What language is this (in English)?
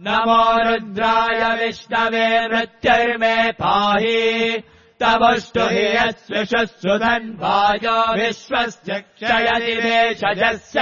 Sanskrit